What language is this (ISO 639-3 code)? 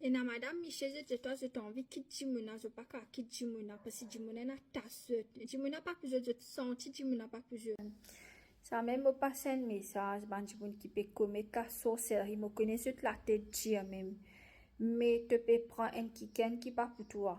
mfe